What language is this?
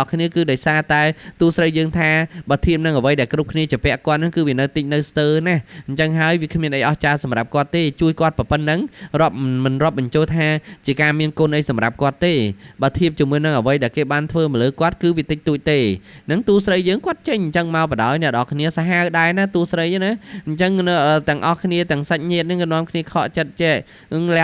Khmer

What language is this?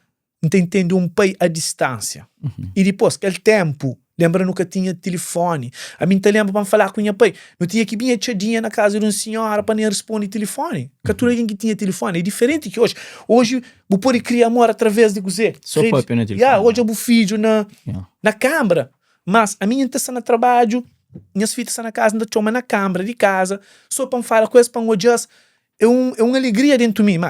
Kabuverdianu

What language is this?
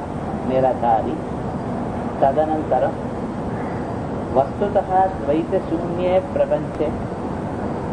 Tamil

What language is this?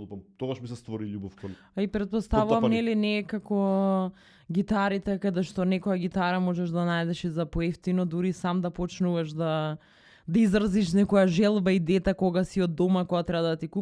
Macedonian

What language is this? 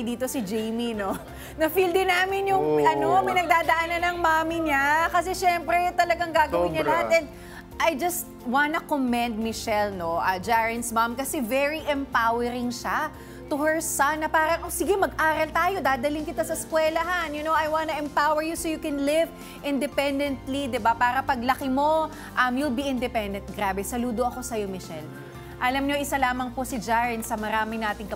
Filipino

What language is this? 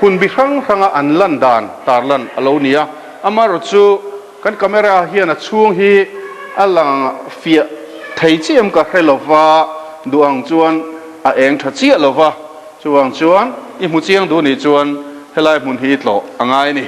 Mizo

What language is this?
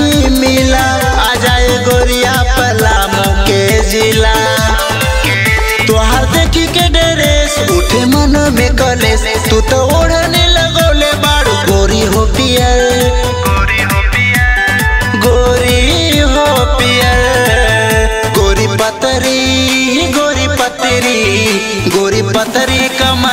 Bhojpuri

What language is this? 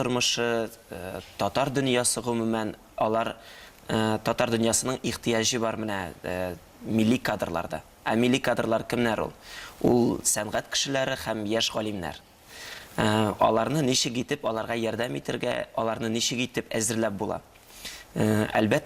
Tatar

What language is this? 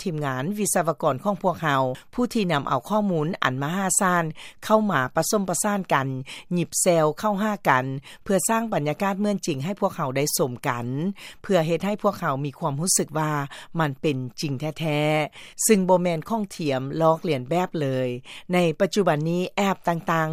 Lao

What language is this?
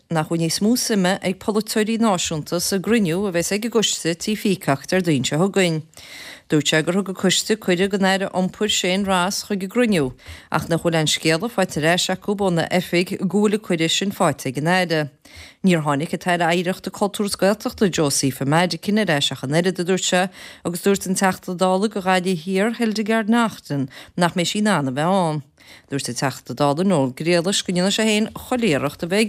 Irish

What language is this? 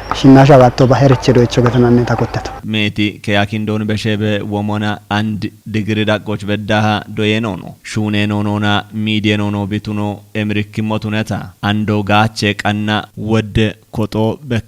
Kafa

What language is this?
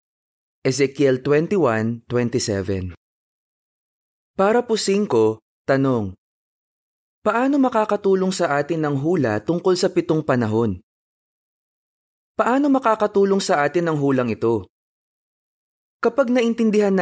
Filipino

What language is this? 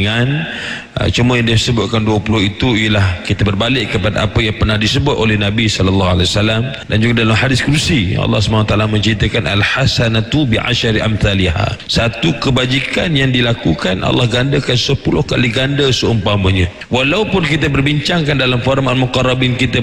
Malay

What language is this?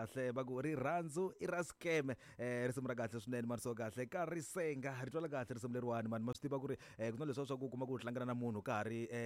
Tsonga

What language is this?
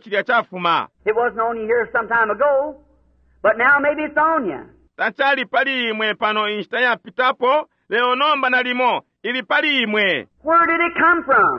Bemba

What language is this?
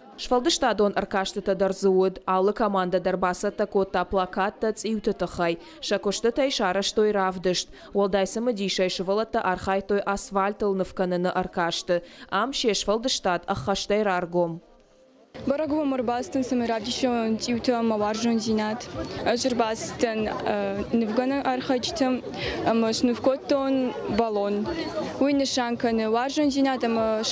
Ossetic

